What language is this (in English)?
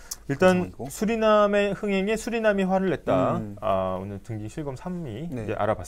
Korean